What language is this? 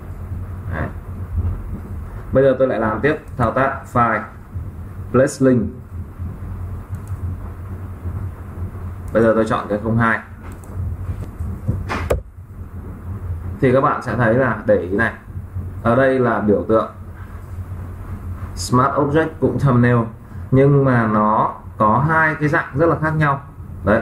Vietnamese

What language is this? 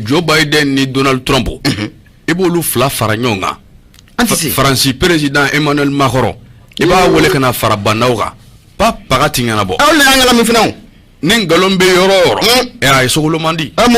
Bambara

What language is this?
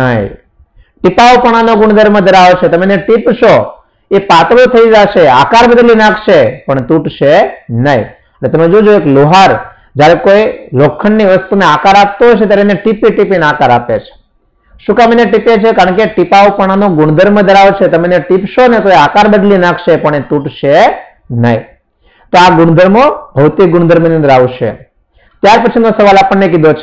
Gujarati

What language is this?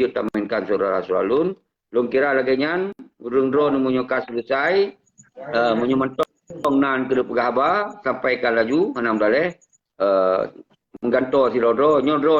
Achinese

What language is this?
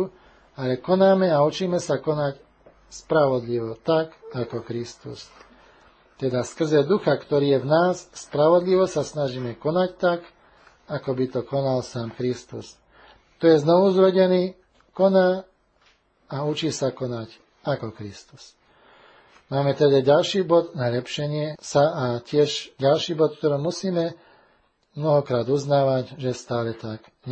Slovak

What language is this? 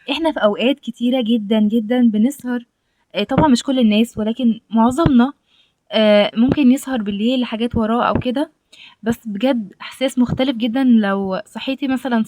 Egyptian Arabic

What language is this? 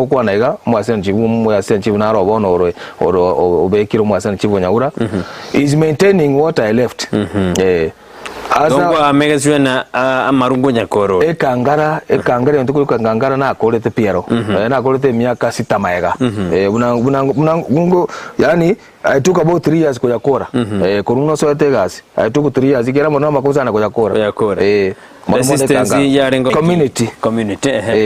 Gusii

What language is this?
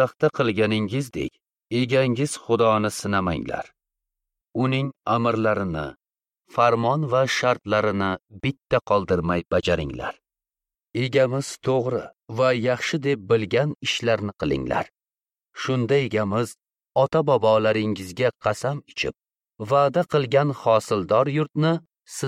Uzbek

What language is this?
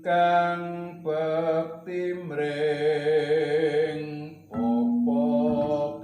Javanese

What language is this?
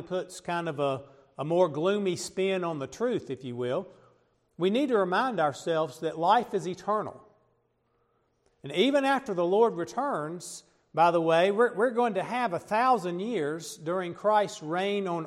English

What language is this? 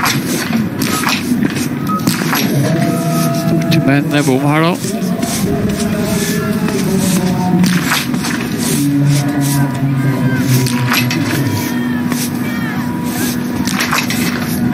Norwegian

